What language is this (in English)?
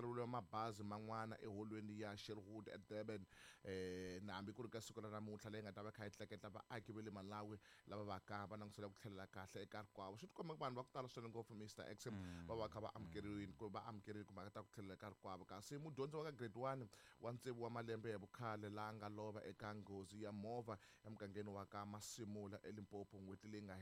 Tsonga